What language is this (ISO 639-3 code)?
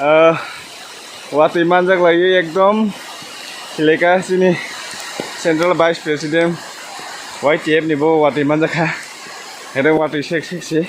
trp